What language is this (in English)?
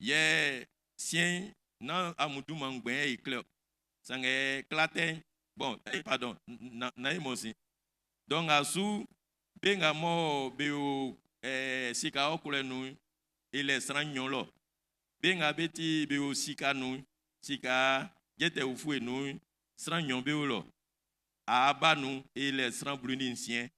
Baoulé